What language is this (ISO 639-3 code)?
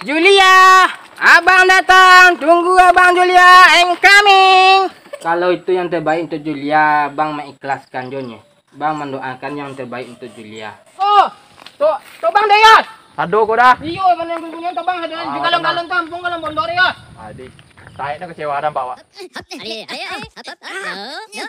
min